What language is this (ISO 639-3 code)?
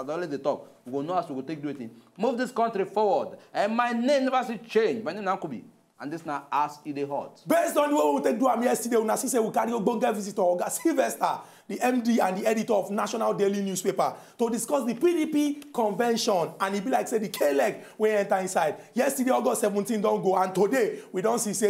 pcm